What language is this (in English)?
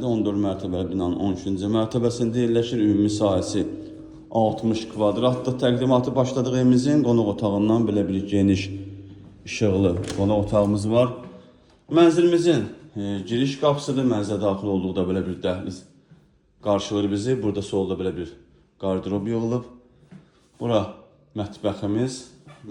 Azerbaijani